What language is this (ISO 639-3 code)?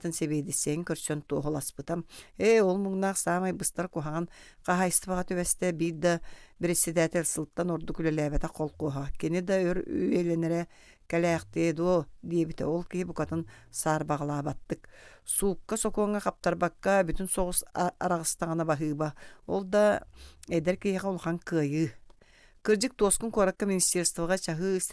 sah